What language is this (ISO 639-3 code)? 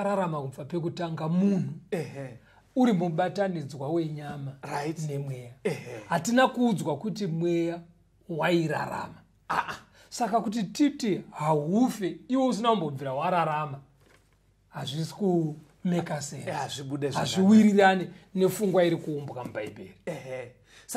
sna